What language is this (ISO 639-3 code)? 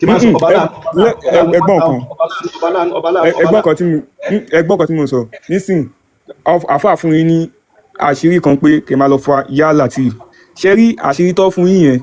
yor